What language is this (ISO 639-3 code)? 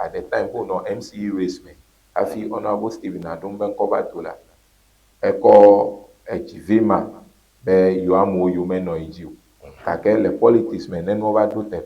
ewe